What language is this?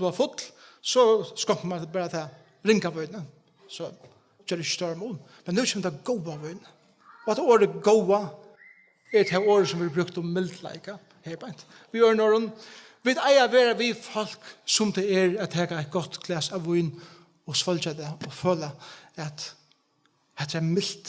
Faroese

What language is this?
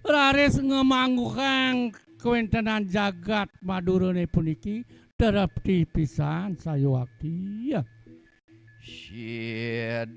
Balinese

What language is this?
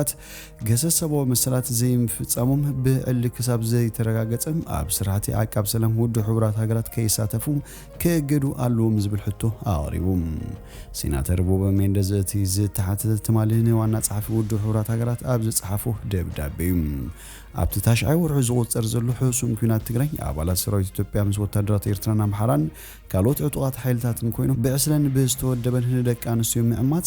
Tigrinya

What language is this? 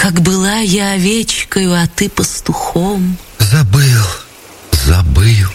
Russian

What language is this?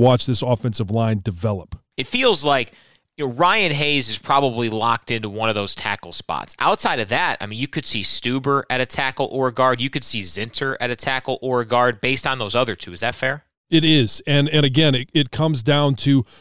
English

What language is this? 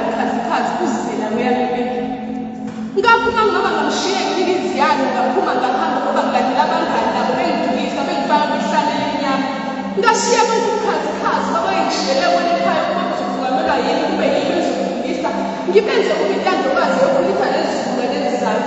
Zulu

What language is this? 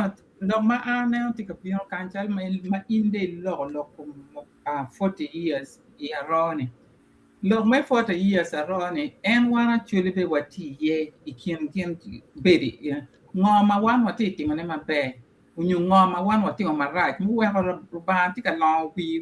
Acoli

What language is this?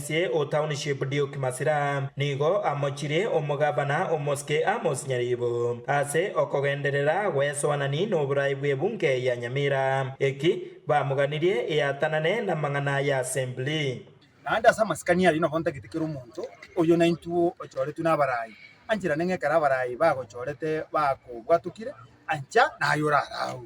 Gusii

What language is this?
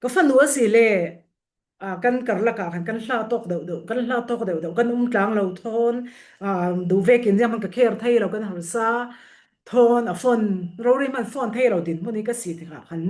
Falam Chin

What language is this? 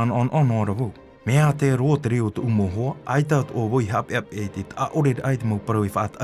Tahitian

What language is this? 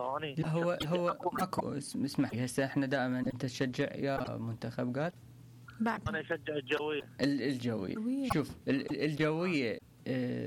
Mesopotamian Arabic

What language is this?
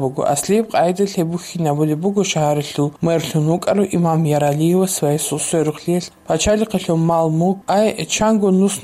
Avaric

